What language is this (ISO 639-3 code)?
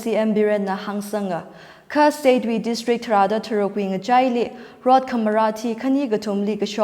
nmf